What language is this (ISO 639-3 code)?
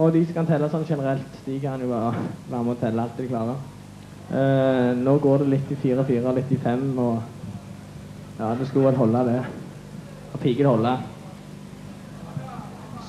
nor